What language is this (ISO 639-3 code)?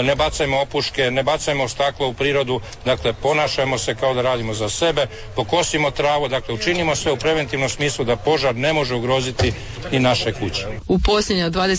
hrv